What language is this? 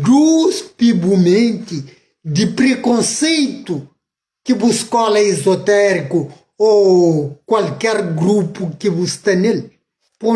Kabuverdianu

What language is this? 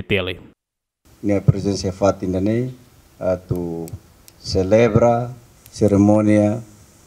Tetum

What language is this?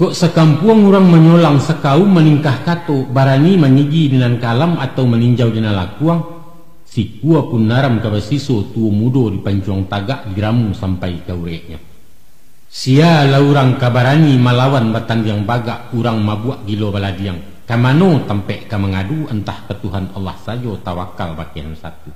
Minangkabau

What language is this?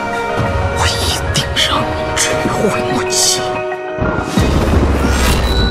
Chinese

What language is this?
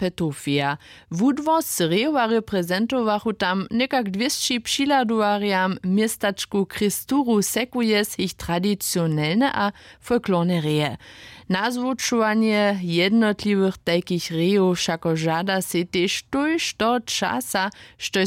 Upper Sorbian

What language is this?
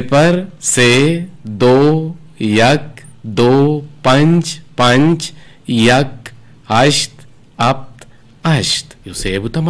Eastern Balochi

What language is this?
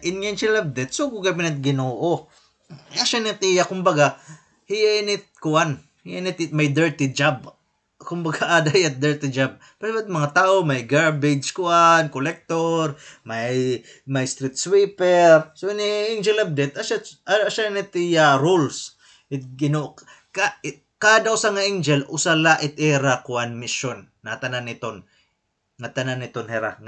Waray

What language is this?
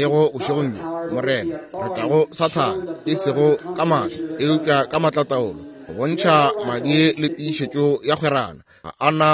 Northern Sotho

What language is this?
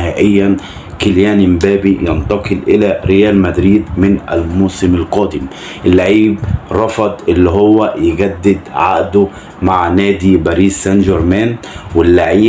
Egyptian Arabic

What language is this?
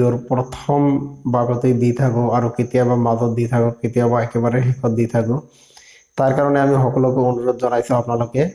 Assamese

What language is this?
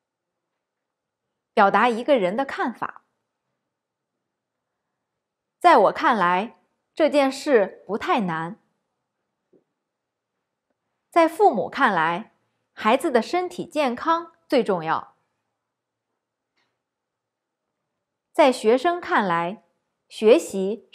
Chinese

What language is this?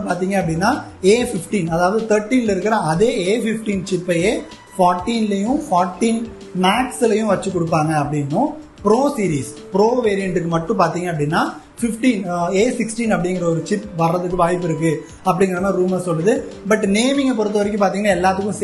Tamil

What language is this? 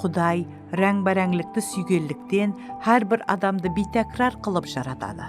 Kara-Kalpak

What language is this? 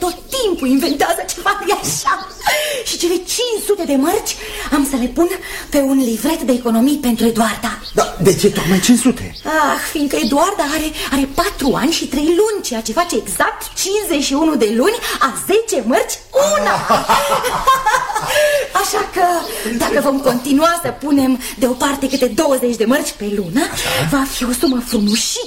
Romanian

